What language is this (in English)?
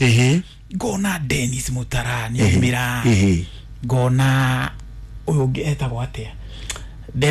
Kikuyu